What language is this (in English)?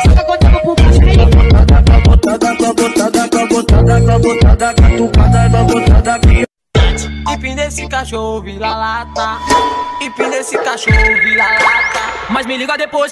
Portuguese